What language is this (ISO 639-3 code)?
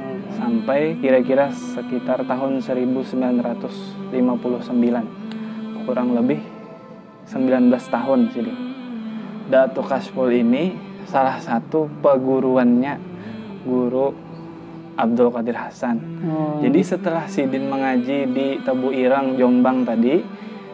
bjn